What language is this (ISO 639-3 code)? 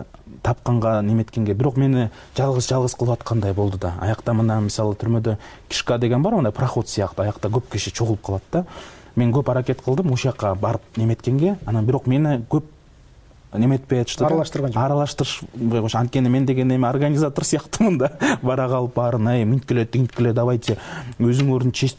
kir